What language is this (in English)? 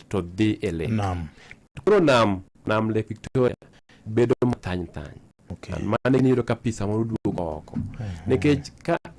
Luo (Kenya and Tanzania)